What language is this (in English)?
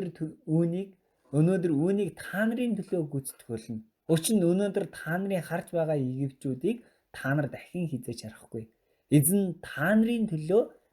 Mongolian